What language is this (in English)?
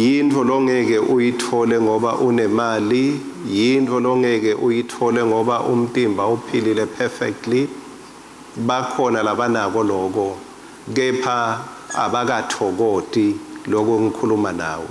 Swati